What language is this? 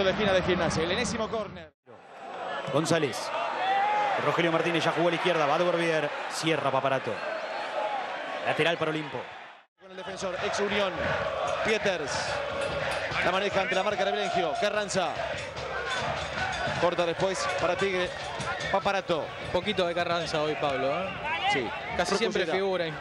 Spanish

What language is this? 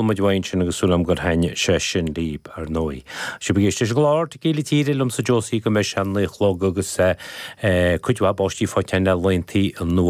Irish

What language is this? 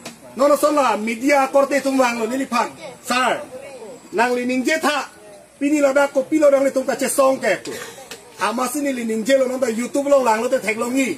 Karbi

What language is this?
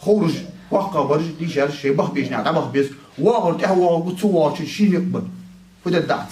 Ingush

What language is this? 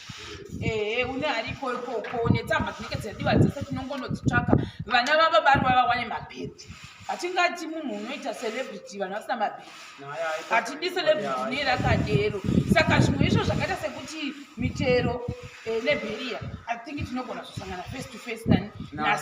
Shona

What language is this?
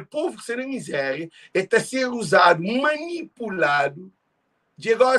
Kabuverdianu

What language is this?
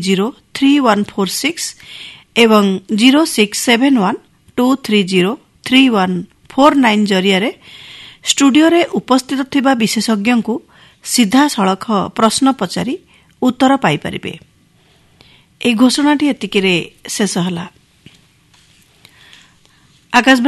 Odia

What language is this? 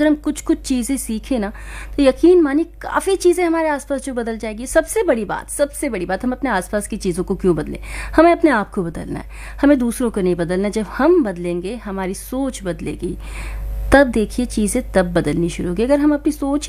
Hindi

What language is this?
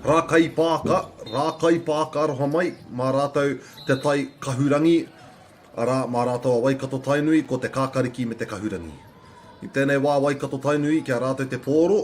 Māori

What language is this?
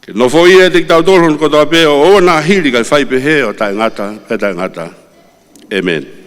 Tongan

